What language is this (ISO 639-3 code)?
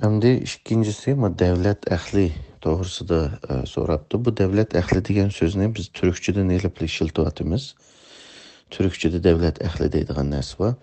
uig